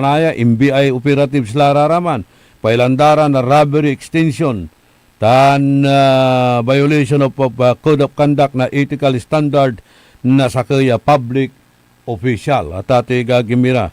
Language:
Pangasinan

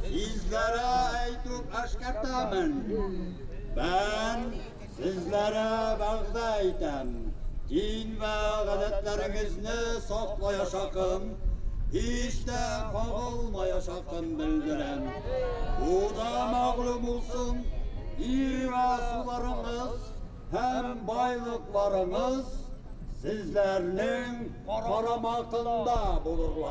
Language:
Bashkir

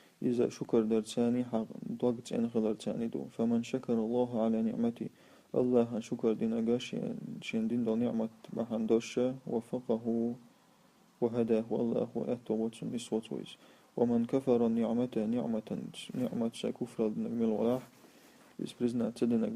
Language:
Chechen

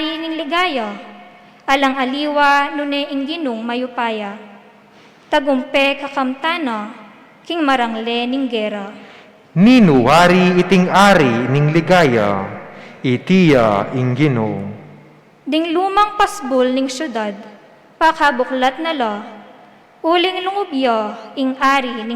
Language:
Pampanga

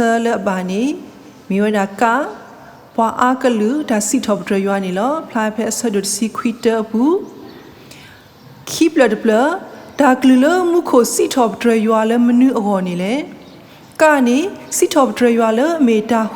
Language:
S'gaw Karen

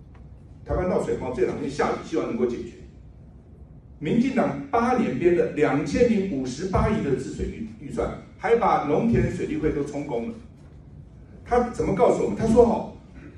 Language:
Chinese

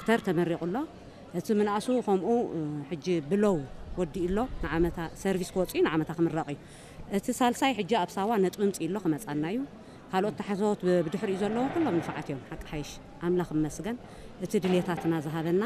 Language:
Tigrinya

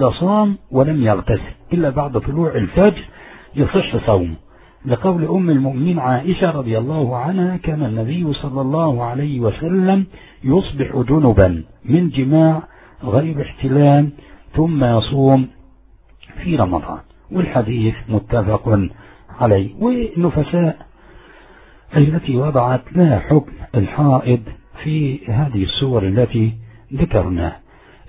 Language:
Arabic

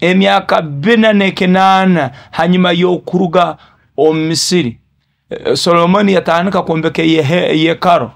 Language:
Nyoro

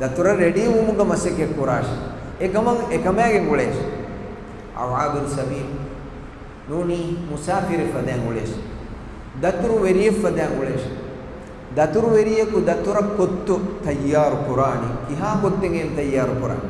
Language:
Divehi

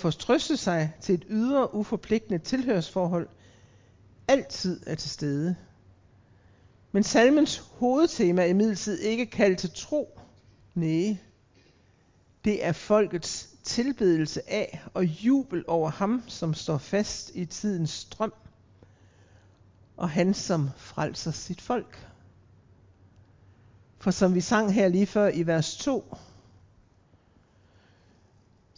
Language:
Danish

